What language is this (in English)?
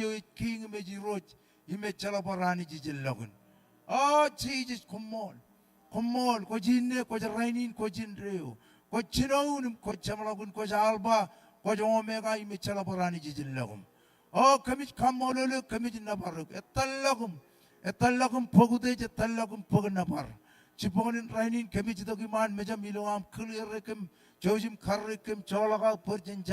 Marshallese